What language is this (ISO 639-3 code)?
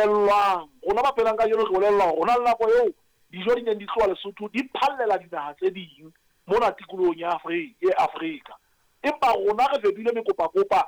sot